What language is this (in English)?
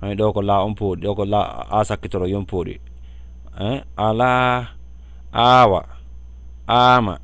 Fula